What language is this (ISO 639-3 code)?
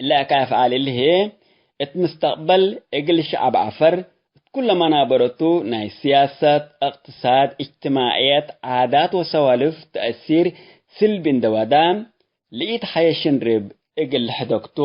tig